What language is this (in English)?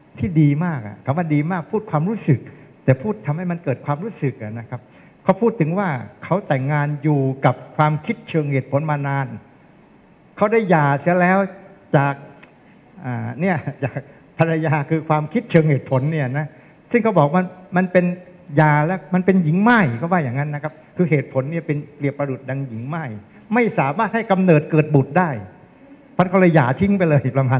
Thai